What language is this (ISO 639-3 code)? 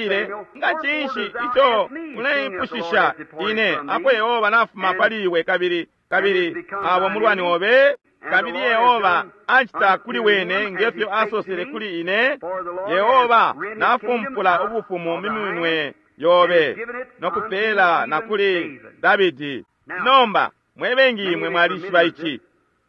bem